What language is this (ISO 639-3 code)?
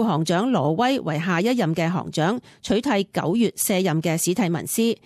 yue